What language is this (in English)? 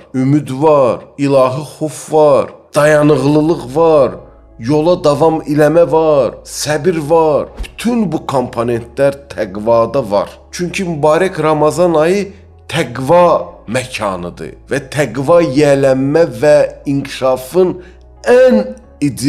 Azerbaijani